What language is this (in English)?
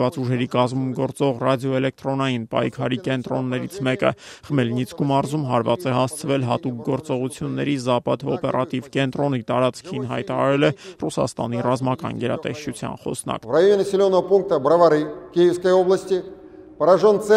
Armenian